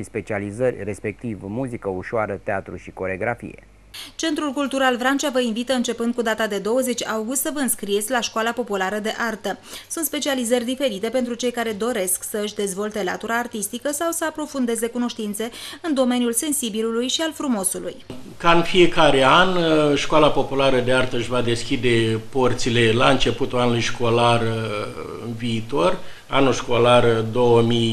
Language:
Romanian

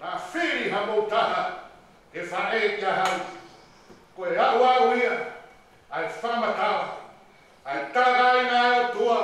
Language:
Tongan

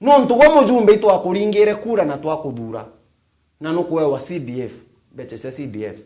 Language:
Meru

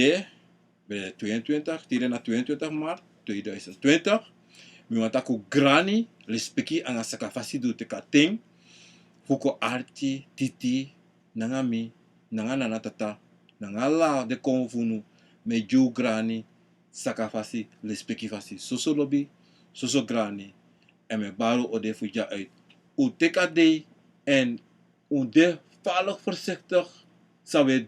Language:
Sranan Tongo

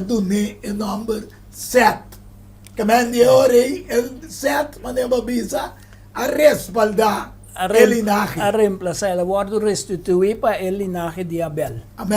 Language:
Papiamento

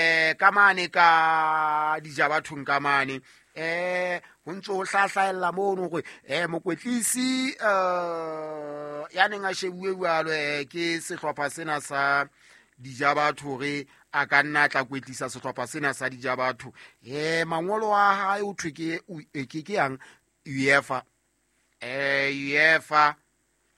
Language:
Southern Sotho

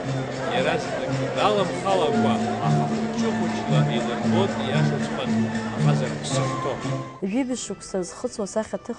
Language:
Abkhazian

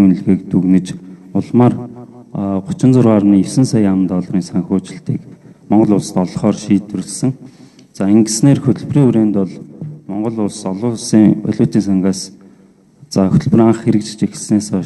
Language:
Mongolian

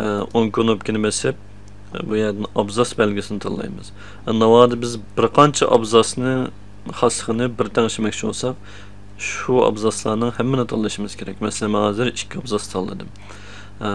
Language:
Uyghur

